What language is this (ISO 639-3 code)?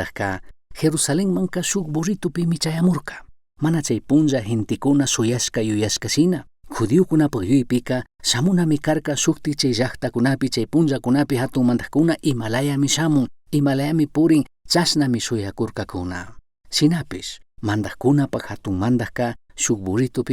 qug